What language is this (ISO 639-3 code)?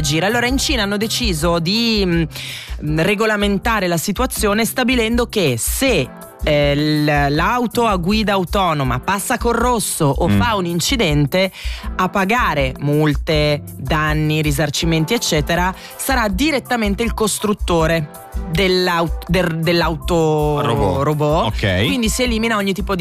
ita